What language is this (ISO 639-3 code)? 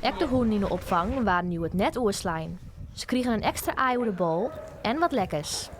fry